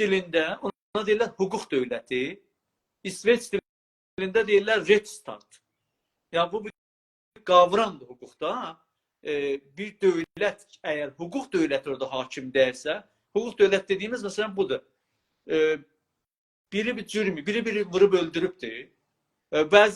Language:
South Azerbaijani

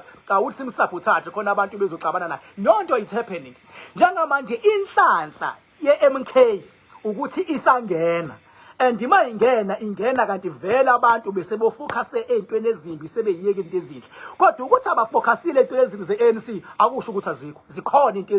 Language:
Zulu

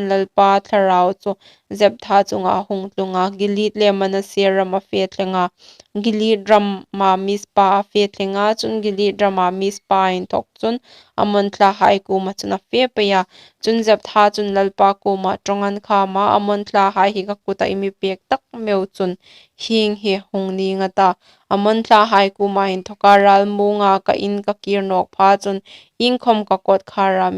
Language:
Hmar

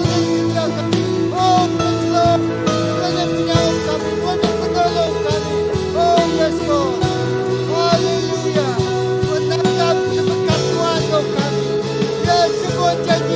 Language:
Iban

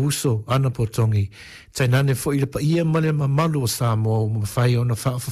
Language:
Samoan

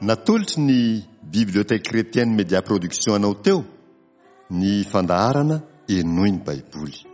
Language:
Malagasy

